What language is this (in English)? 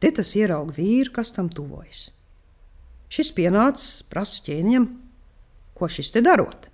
Latvian